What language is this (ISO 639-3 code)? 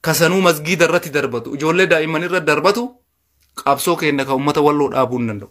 orm